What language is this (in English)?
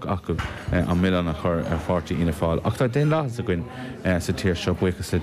Irish